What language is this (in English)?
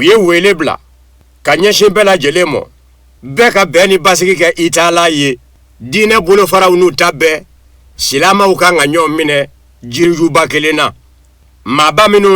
Bambara